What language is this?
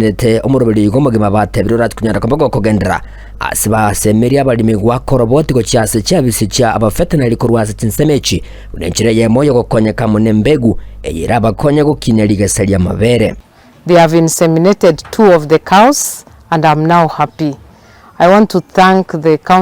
Gusii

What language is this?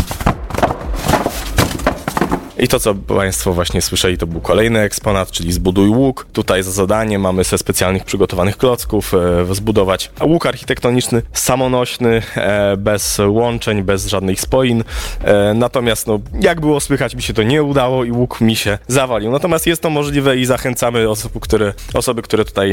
Polish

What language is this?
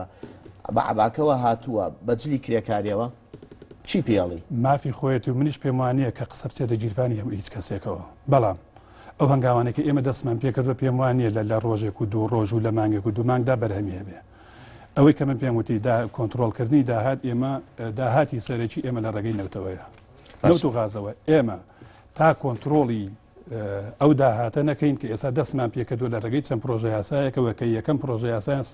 Central Kurdish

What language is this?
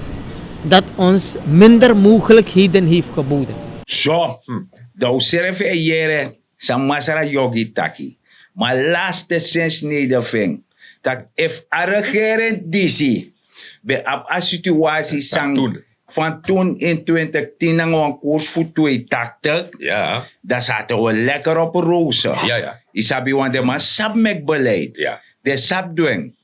Sranan Tongo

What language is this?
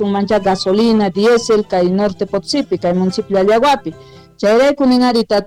South Bolivian Quechua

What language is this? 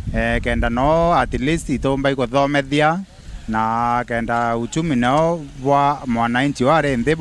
Meru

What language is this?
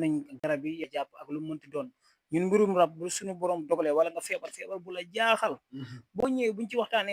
Wolof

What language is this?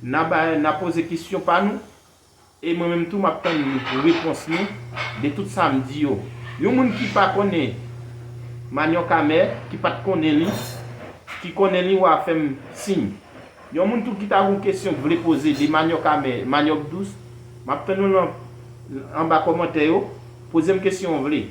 Haitian Creole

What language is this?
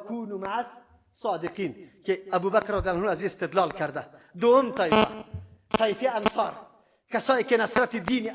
Persian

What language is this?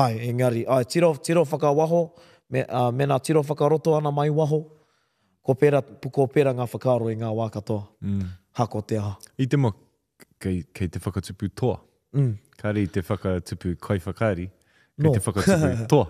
Māori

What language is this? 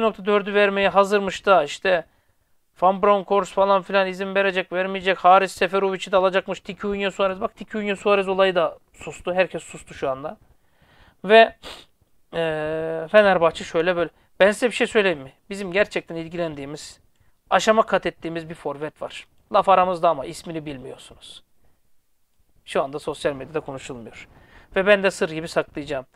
Turkish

